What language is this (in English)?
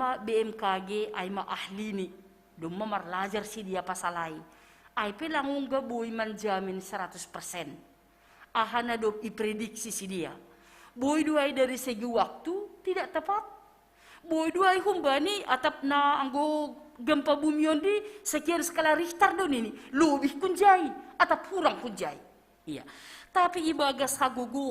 Batak Simalungun